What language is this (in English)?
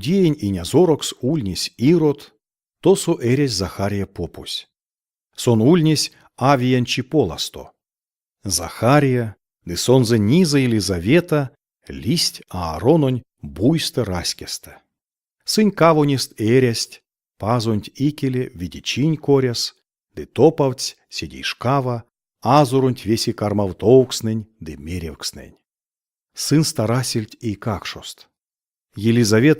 Erzya